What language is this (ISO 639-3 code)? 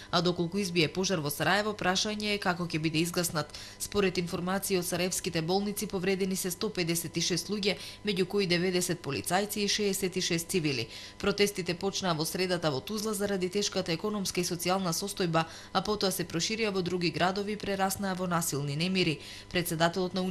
mkd